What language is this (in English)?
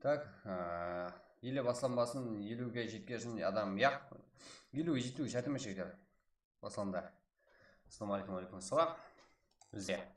Kara-Kalpak